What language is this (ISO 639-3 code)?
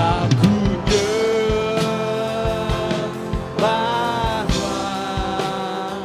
iba